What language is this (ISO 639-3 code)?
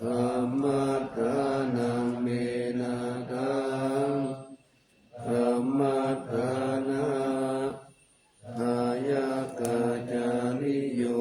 pli